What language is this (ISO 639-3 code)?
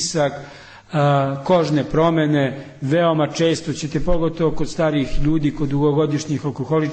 srp